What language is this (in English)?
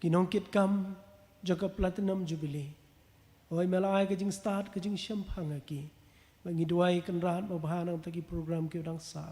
Khasi